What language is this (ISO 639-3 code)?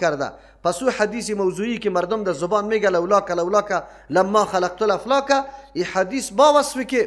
fas